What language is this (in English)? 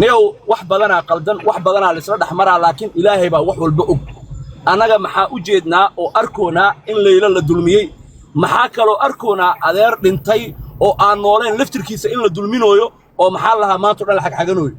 Somali